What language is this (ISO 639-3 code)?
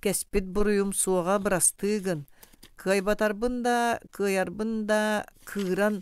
sah